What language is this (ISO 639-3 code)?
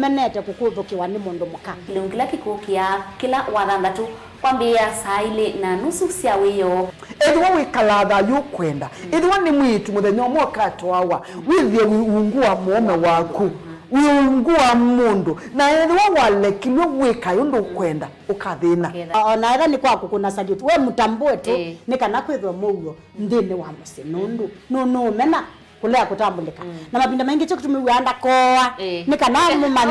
kam